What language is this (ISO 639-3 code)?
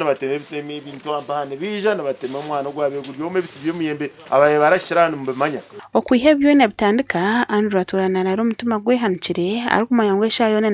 nyn